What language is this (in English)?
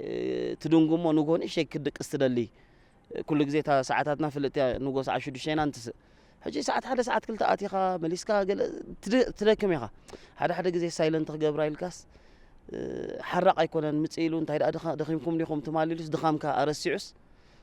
Tigrinya